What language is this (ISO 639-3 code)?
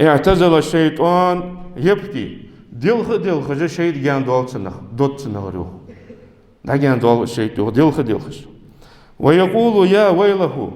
inh